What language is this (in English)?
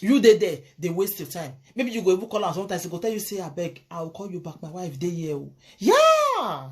Nigerian Pidgin